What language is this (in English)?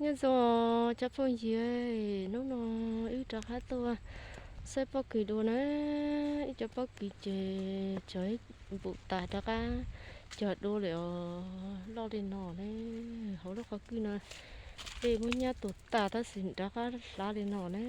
Hmong